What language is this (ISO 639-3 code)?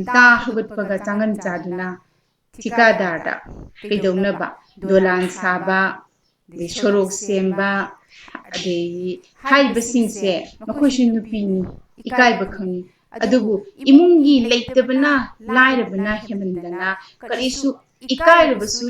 mni